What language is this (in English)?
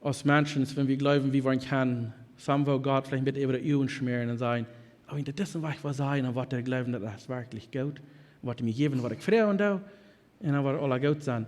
Plautdietsch